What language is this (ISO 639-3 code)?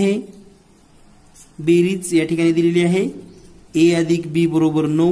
mar